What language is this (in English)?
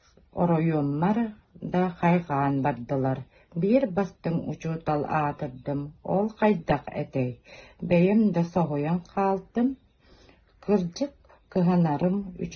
Yakut